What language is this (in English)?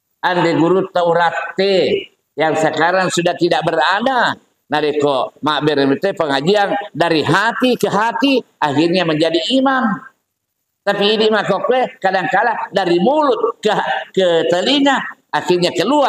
Buginese